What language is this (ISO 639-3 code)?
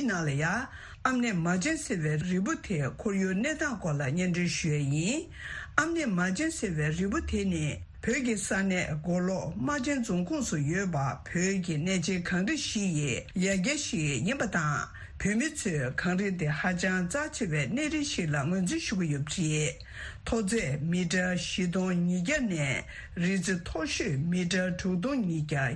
bod